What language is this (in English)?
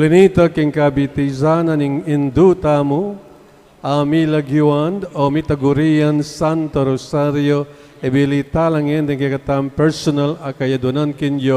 Pampanga